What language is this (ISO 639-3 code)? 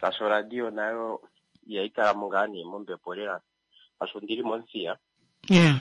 kua